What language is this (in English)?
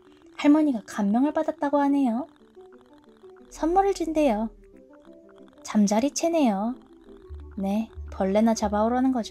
Korean